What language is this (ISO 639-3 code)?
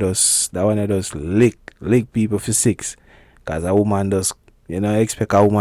jam